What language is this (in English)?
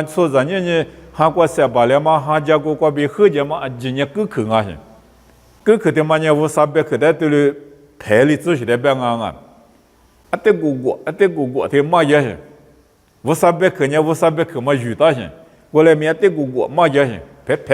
Lisu